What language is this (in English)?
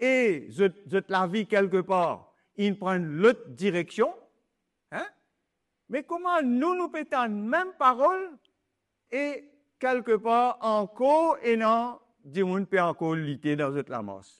Morisyen